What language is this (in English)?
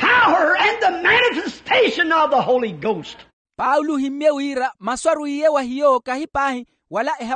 Makhuwa